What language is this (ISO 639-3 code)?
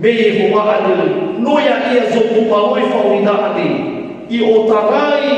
nia